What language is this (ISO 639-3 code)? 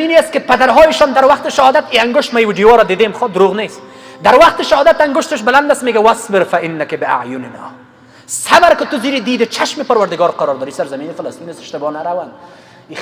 fas